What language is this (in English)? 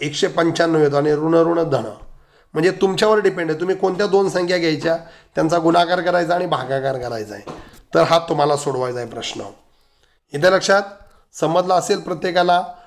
Marathi